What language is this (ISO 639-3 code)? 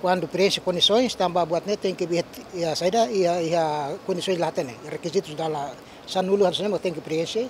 tet